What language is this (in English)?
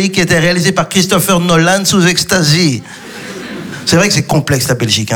French